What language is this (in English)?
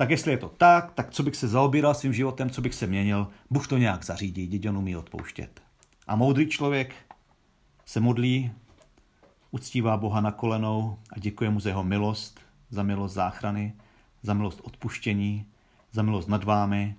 Czech